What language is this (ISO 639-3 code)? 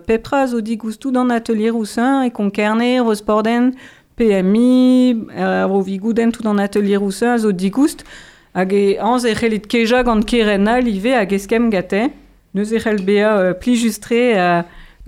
bre